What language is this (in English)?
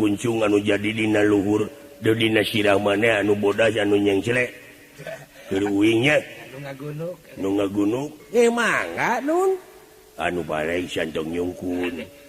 Sundanese